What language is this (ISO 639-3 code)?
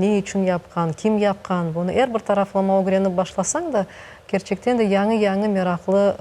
crh